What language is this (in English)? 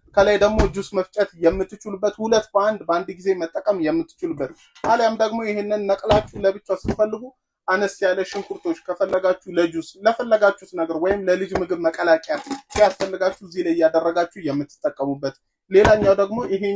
Amharic